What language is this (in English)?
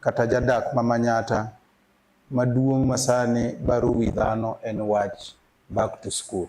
Luo (Kenya and Tanzania)